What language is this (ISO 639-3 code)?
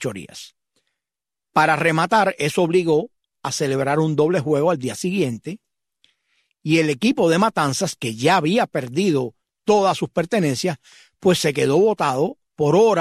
spa